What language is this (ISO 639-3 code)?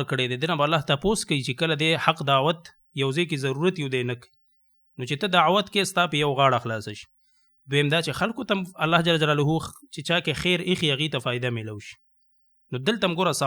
pus